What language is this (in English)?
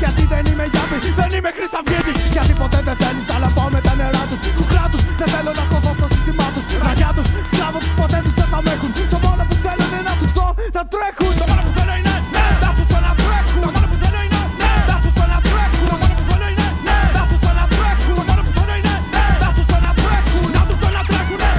Greek